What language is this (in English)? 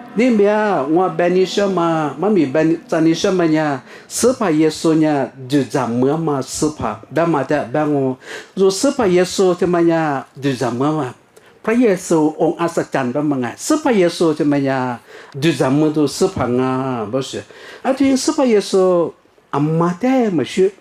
Lisu